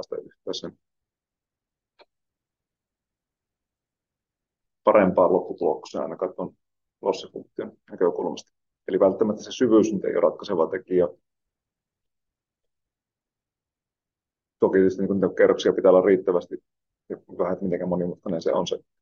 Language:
Finnish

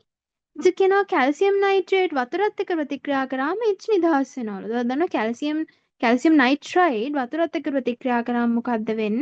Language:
Sinhala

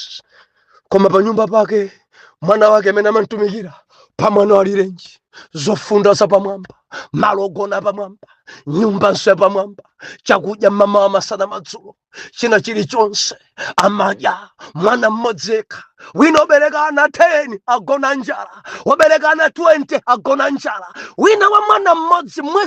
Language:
Nyanja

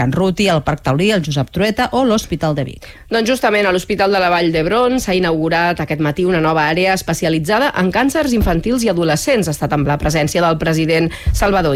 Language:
Catalan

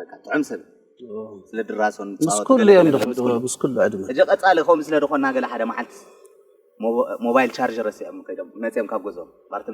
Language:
Tigrinya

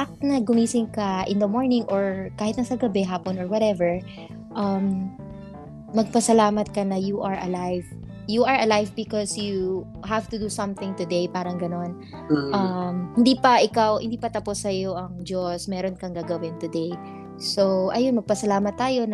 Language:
Filipino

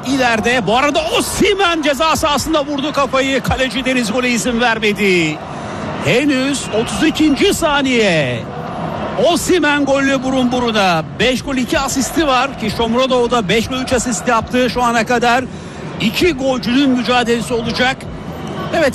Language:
Turkish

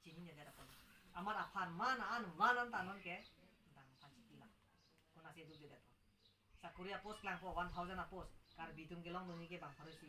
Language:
Karbi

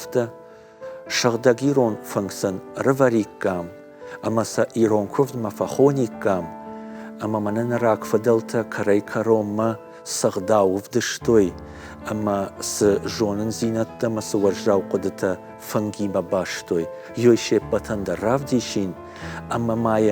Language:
Ossetic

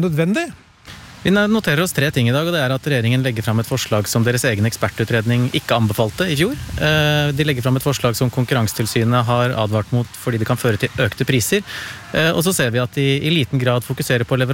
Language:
Norwegian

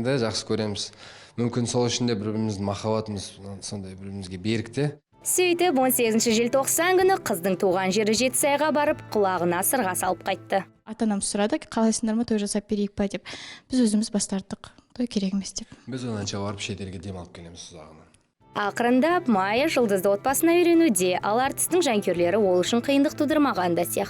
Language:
Kazakh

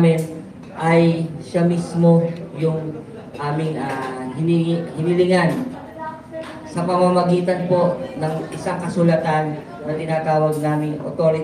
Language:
Filipino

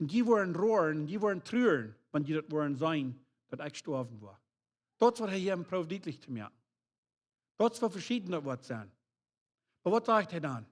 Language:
Plautdietsch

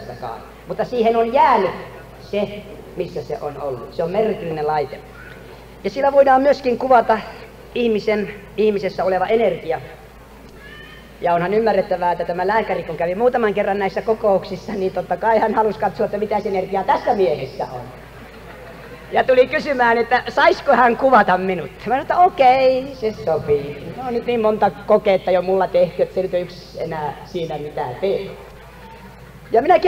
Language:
Finnish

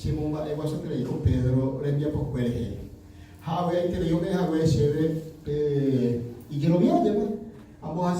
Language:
Guarani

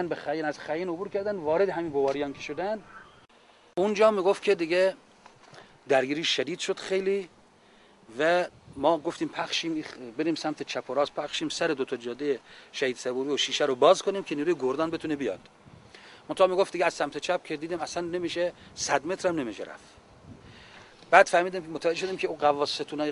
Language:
Persian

